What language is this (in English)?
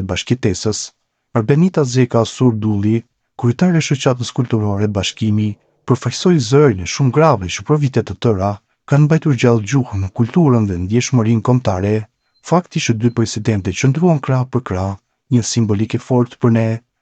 Albanian